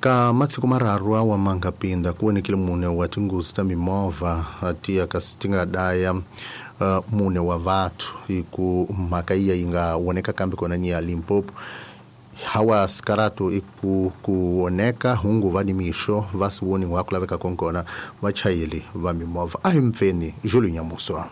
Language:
Tsonga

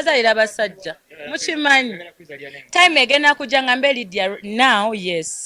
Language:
Ganda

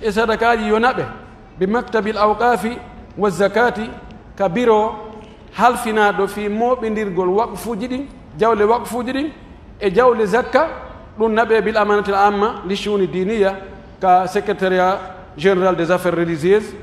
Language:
Pular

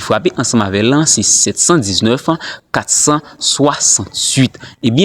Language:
Haitian Creole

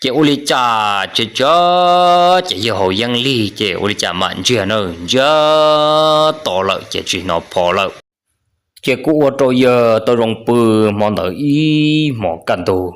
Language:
Hmong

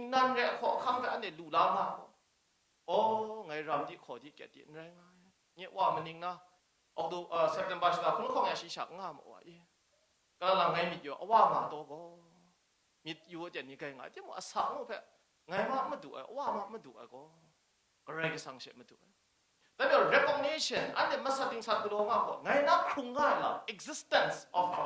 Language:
Kachin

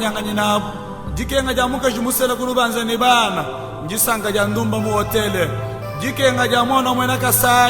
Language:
Luba-Lulua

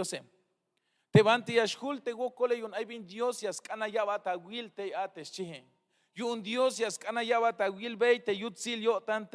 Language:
Tzeltal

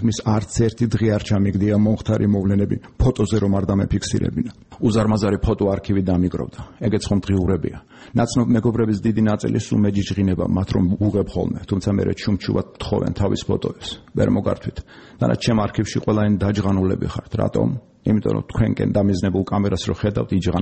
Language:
Georgian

